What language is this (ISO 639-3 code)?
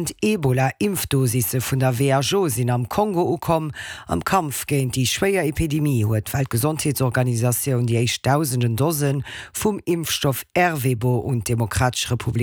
ltz